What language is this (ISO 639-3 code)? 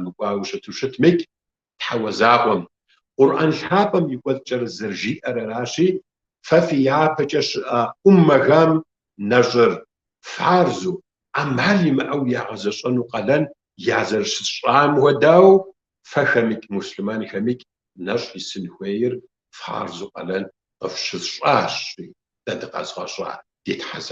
kbd